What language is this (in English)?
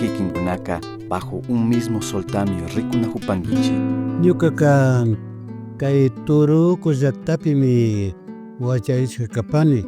Imbabura Highland Quichua